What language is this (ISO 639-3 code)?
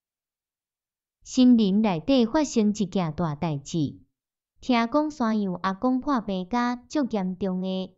nan